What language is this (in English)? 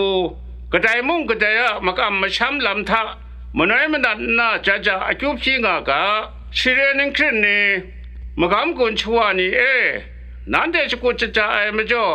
Kachin